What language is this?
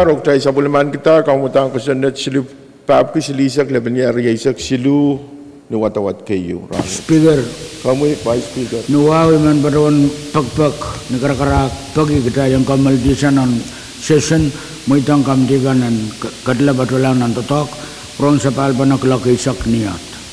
Pohnpeian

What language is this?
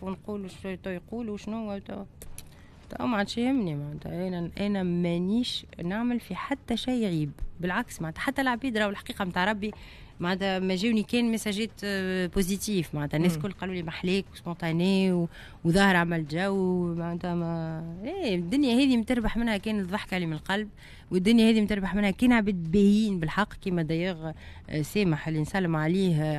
Tunisian Arabic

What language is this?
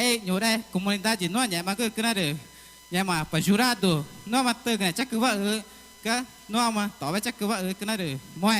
Ticuna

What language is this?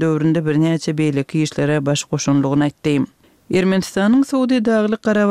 Kyrgyz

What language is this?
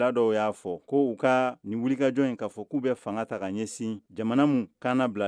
Bambara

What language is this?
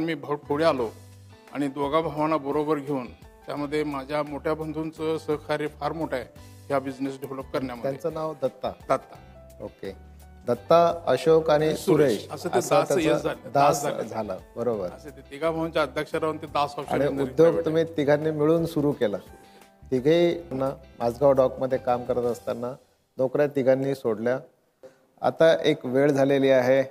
Marathi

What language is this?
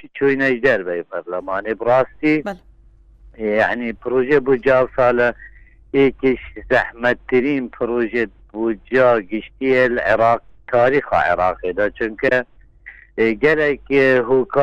Kurdish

